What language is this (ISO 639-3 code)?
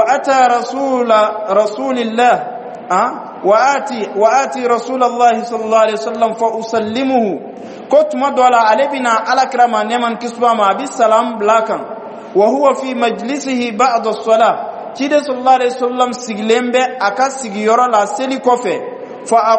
bam